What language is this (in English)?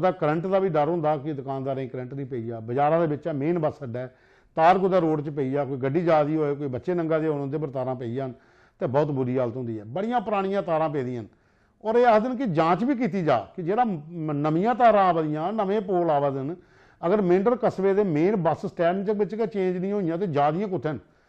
Dogri